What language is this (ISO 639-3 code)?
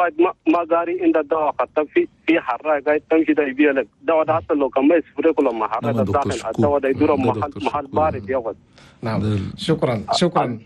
shu